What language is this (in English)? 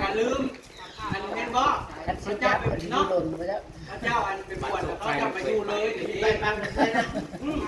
Northeastern Thai